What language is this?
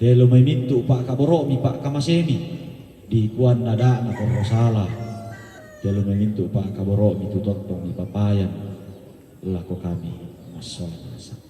Toraja-Sa'dan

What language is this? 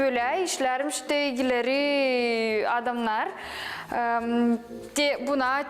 Gagauz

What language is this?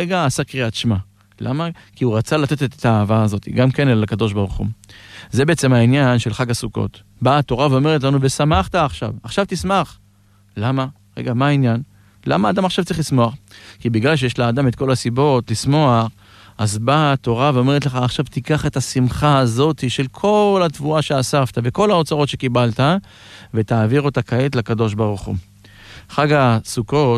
Hebrew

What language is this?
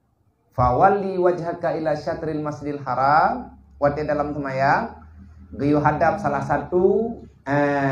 Achinese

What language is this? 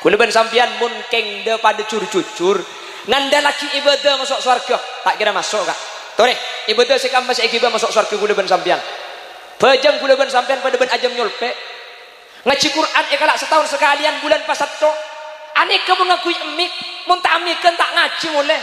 Madurese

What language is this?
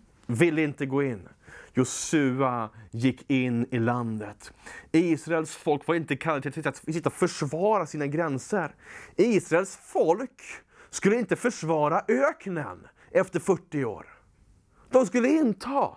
Swedish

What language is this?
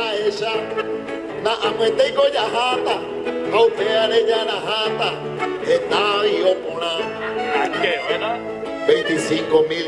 Guarani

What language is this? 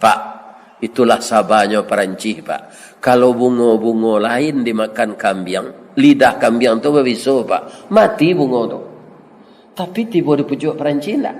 Minangkabau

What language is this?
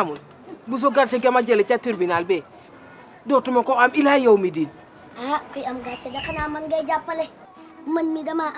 Wolof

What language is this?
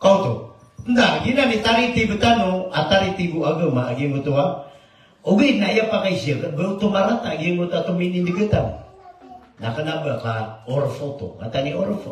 Maranao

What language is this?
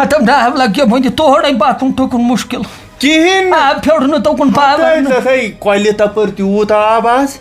Kashmiri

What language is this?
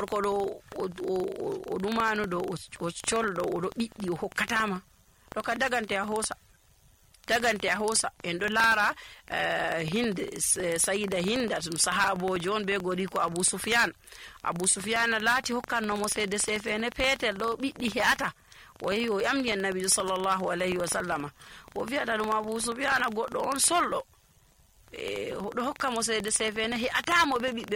Nigerian Fulfulde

